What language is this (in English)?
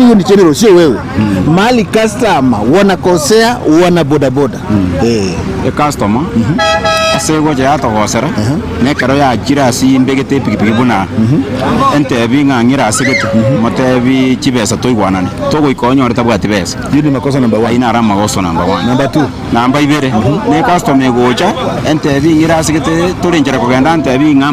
Gusii